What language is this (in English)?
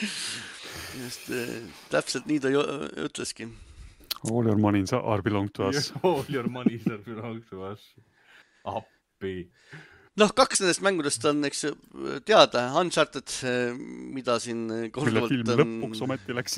Estonian